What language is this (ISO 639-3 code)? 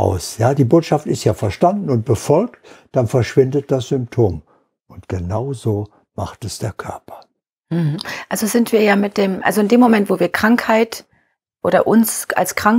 deu